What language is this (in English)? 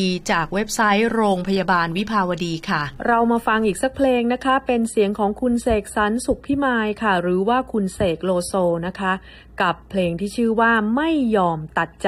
Thai